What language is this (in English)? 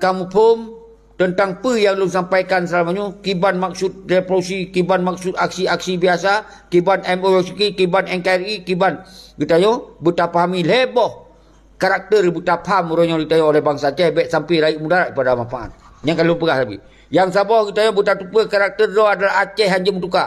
Achinese